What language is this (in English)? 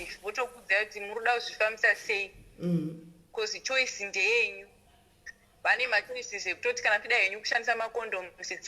Shona